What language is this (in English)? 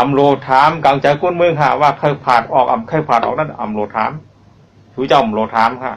Shan